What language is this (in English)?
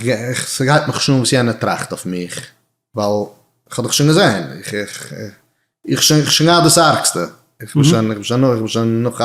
Yiddish